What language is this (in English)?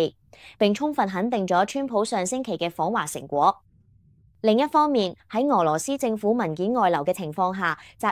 Cantonese